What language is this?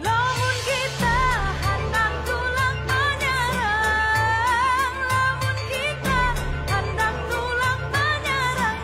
Banjar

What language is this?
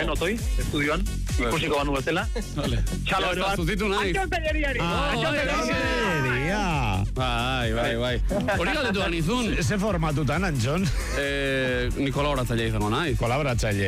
Basque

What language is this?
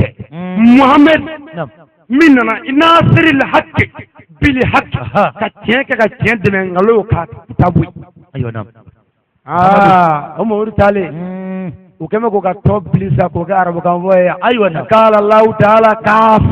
Bambara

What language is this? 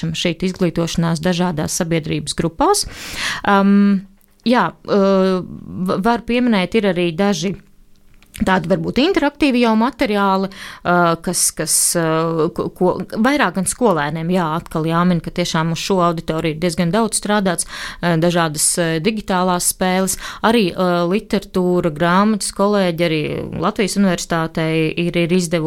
Latvian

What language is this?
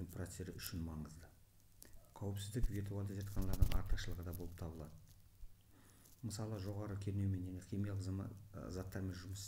Kazakh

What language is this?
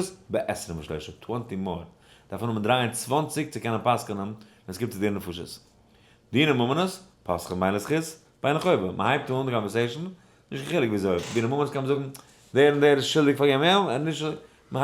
Yiddish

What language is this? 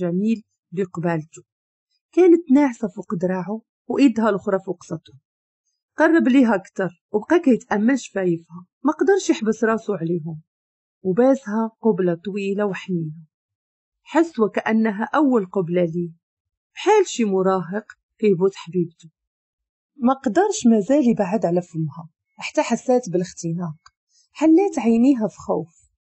Moroccan Arabic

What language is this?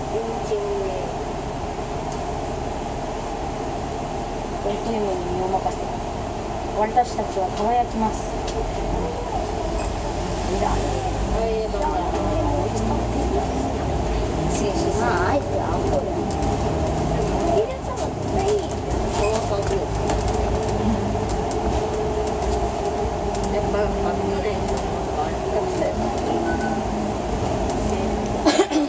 Japanese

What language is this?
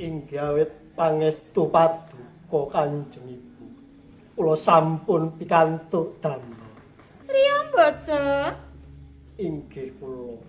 Javanese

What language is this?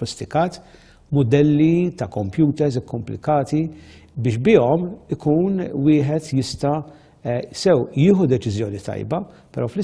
Maltese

